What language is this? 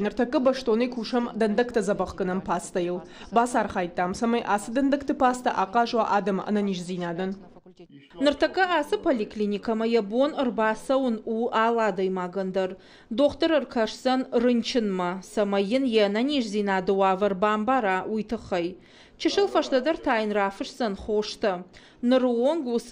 Ossetic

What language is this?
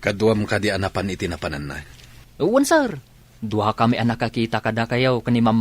Iloko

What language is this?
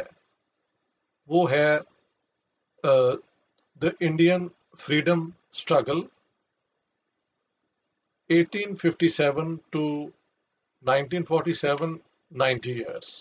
Urdu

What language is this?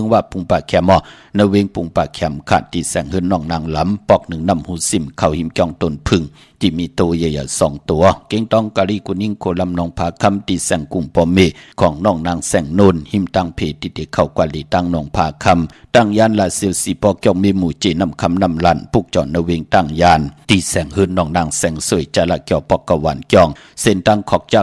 Shan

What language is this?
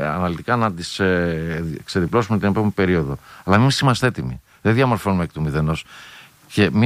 Greek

